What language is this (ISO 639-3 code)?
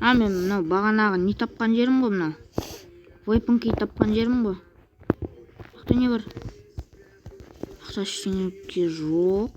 kaz